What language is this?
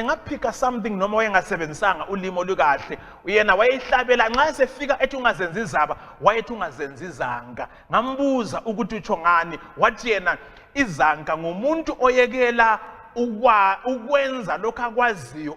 North Ndebele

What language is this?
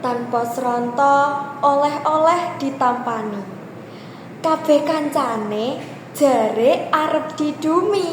Javanese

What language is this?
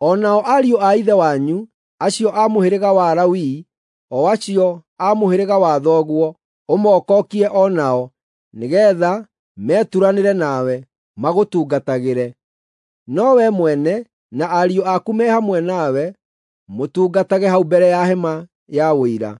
Kikuyu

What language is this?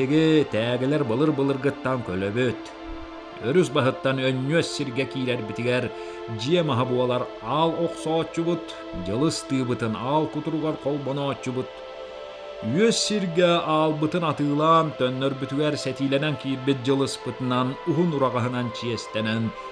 Yakut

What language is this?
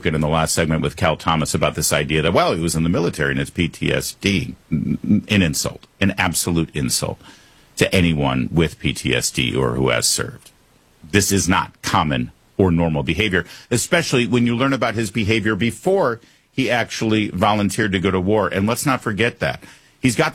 English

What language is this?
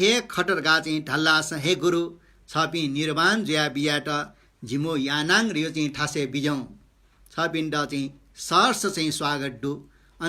Newari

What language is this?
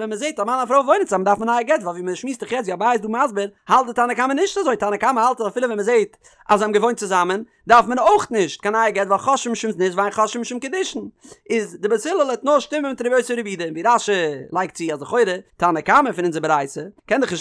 Yiddish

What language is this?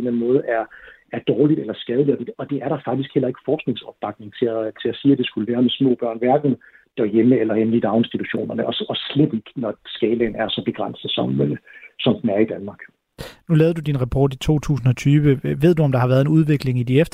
Danish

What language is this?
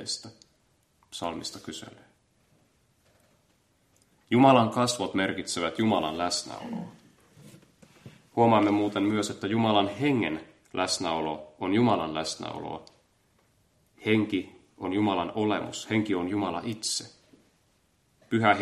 Finnish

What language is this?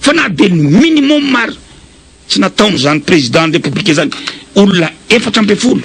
Malagasy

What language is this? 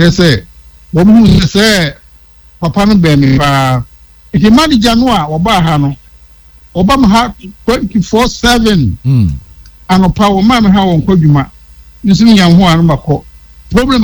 Akan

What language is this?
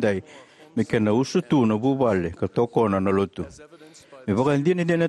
Fijian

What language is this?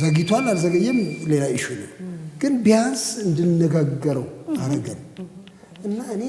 Amharic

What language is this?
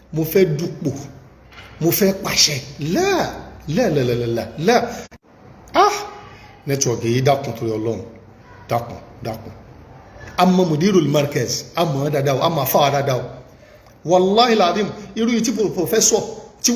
Yoruba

